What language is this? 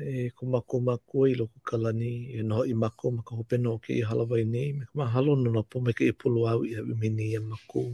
Hawaiian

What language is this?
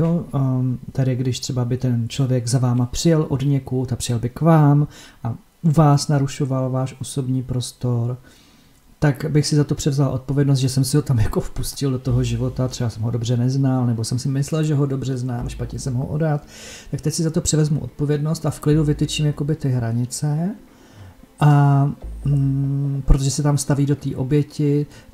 Czech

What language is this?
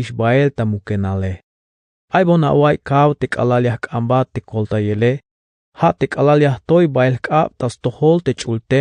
Tzeltal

